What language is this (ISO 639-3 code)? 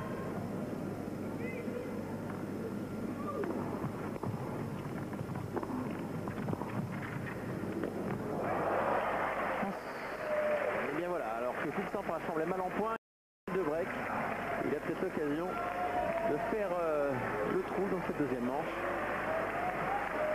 fra